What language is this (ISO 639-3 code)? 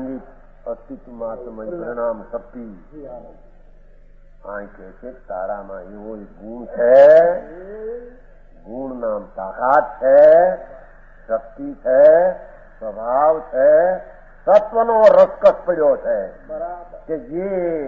guj